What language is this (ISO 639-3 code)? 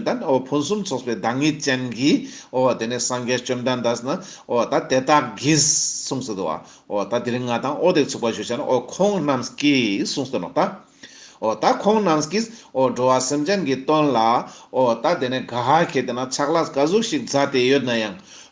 lbj